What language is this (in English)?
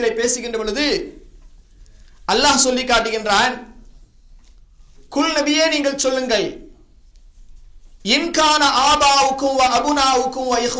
Tamil